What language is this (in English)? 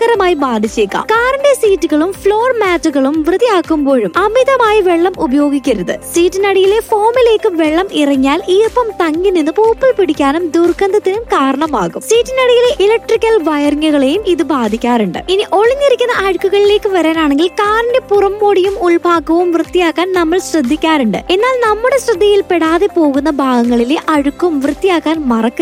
Malayalam